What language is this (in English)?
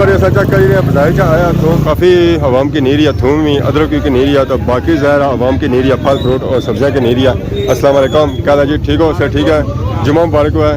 Pahari-Potwari